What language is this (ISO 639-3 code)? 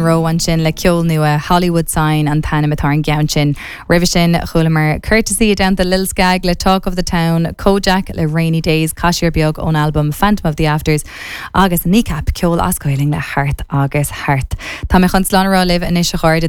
gle